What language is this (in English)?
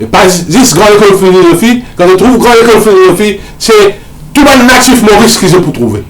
Morisyen